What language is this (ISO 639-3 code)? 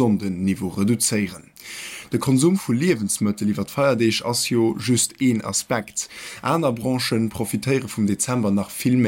ltz